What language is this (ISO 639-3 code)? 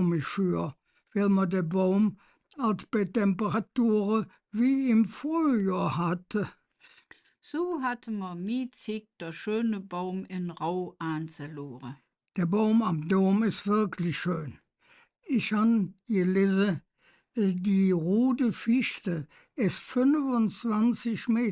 ksh